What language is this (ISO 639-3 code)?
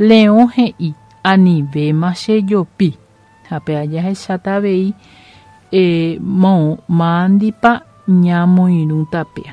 grn